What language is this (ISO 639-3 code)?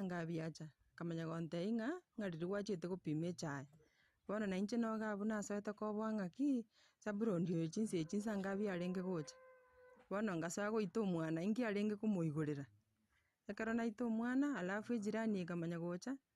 guz